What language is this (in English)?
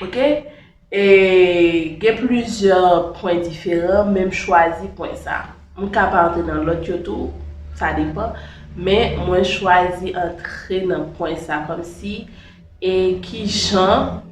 Haitian Creole